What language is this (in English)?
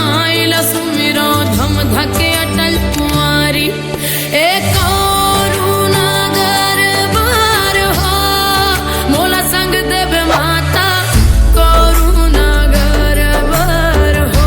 Chhattisgarhi